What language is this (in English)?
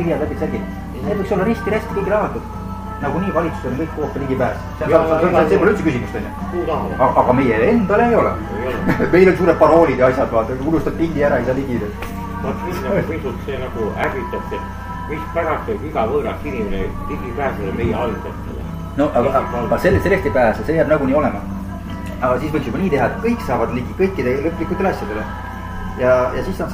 Estonian